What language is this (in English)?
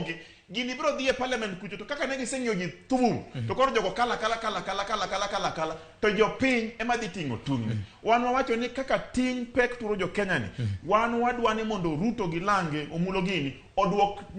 Luo (Kenya and Tanzania)